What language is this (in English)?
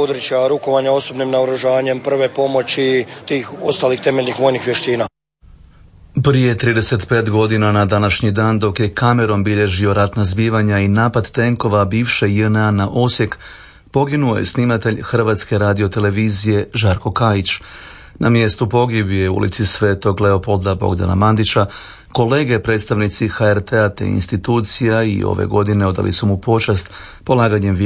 Croatian